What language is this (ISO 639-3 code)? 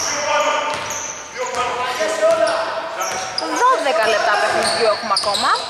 ell